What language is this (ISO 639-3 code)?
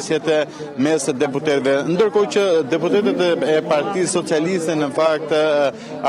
sqi